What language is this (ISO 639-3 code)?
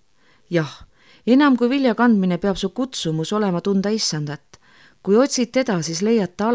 est